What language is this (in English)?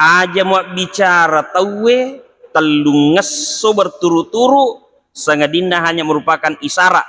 Buginese